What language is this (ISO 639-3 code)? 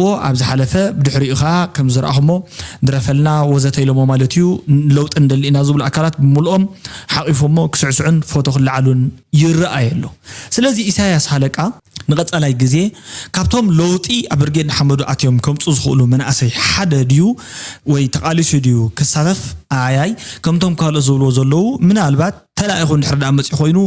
tir